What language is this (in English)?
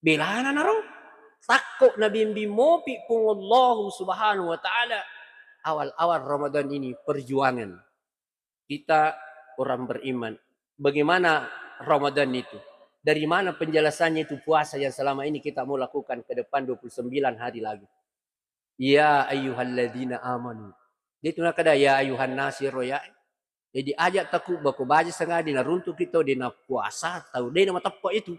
Buginese